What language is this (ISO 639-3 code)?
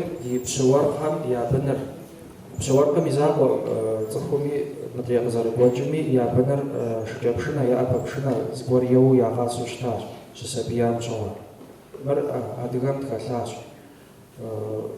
kbd